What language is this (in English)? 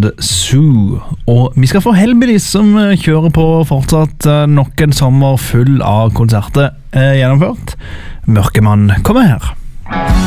Norwegian